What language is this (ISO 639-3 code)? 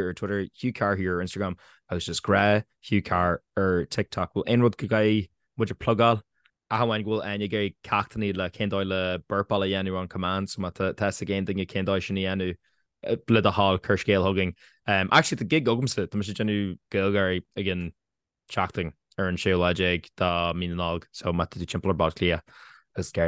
gle